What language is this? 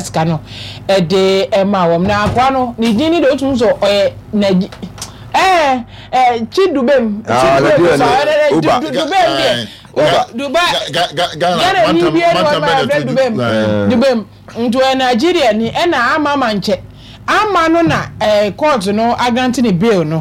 Akan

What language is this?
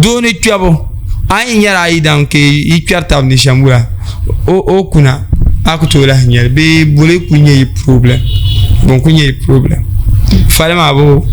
Dagbani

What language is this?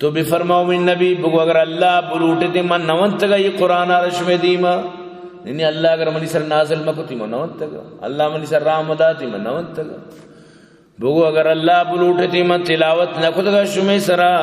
Baluchi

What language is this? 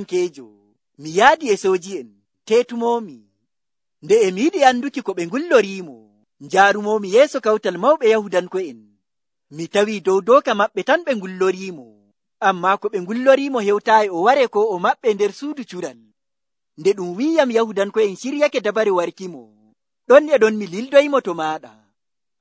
Nigerian Fulfulde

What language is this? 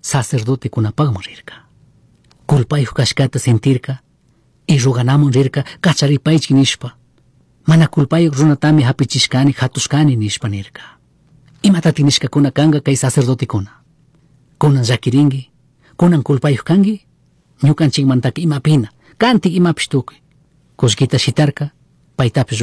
Chimborazo Highland Quichua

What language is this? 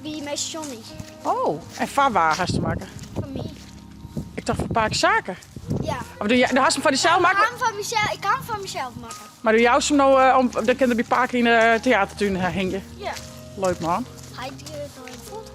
Western Frisian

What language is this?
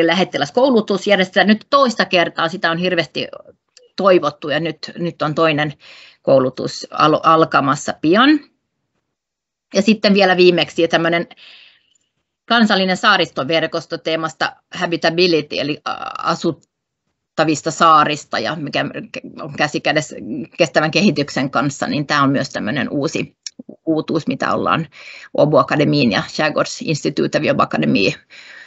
Finnish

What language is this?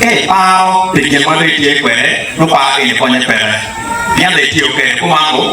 Acoli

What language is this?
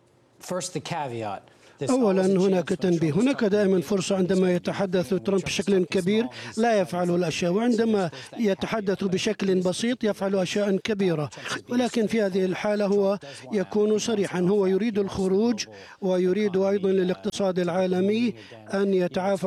Arabic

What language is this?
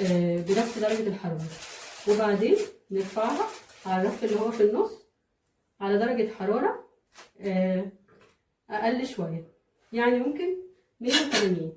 Egyptian Arabic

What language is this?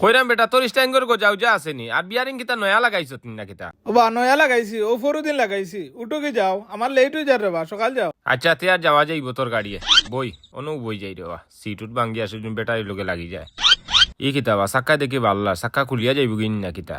Sylheti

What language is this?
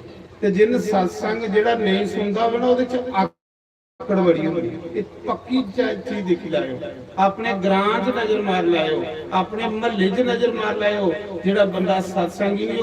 Dogri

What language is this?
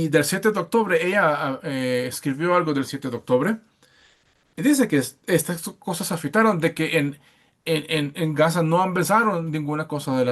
Ladino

